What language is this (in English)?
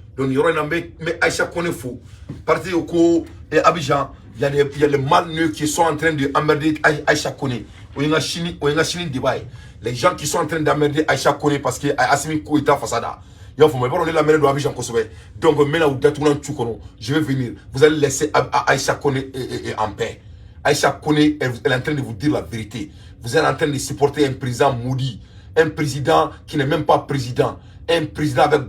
Bambara